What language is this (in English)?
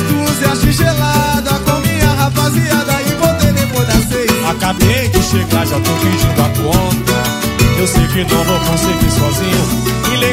Portuguese